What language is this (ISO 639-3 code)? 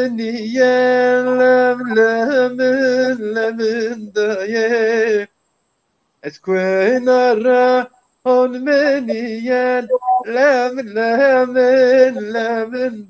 zza